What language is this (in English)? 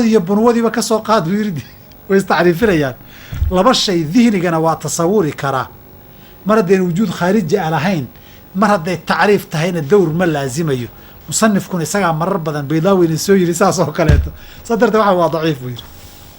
Somali